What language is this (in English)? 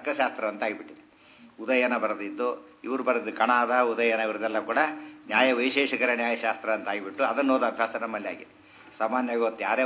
Kannada